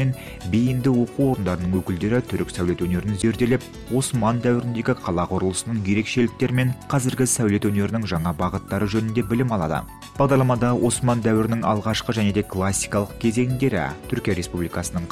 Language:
Kazakh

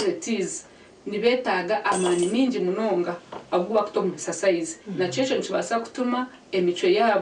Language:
Nyankole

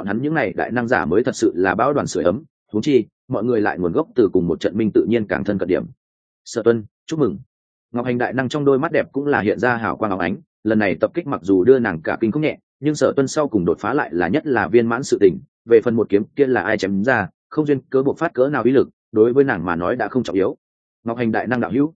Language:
Vietnamese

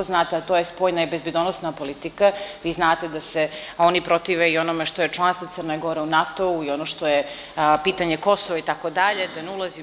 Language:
Serbian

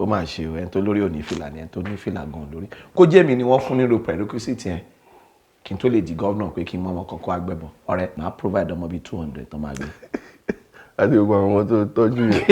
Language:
Yoruba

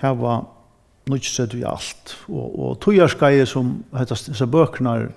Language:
Faroese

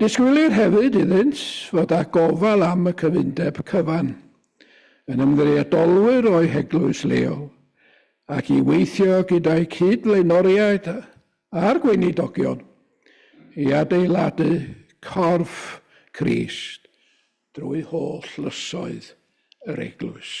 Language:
Welsh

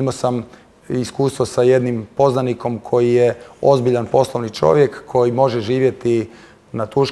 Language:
Croatian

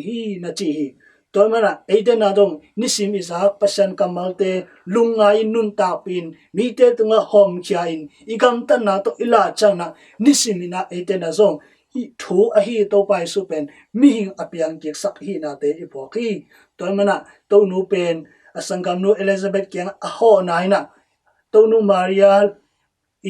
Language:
Tedim Chin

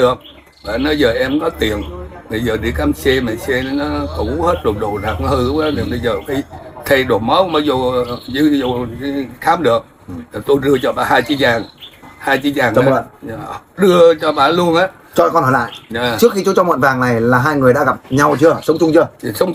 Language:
Vietnamese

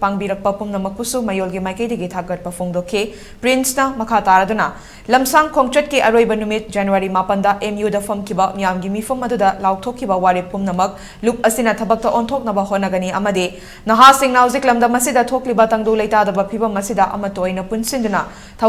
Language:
Manipuri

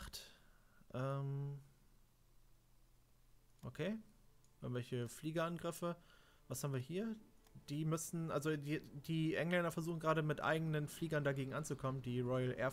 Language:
German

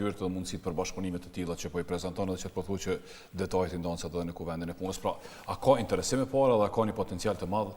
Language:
Albanian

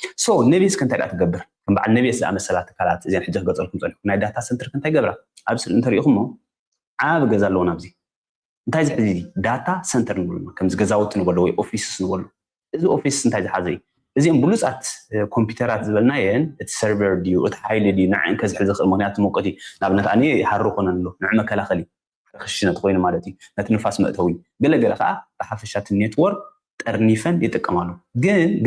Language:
Tigrinya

